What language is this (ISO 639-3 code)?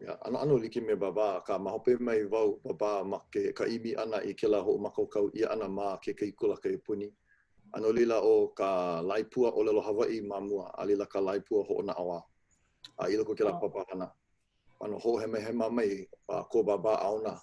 haw